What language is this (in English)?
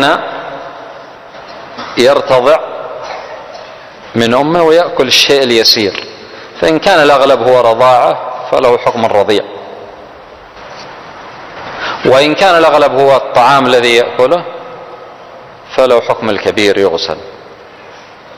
Arabic